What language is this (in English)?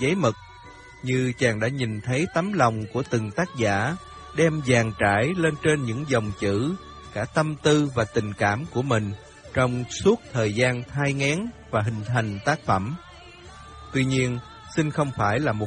Vietnamese